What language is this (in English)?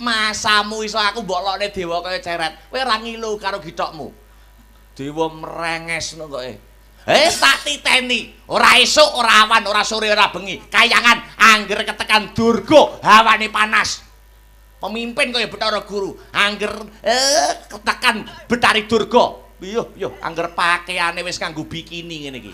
Javanese